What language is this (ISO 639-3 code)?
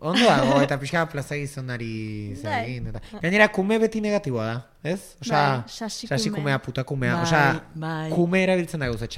eus